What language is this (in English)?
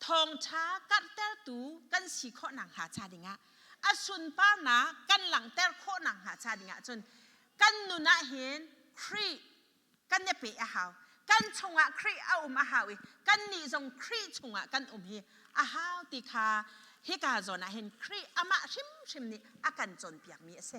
Hakha Chin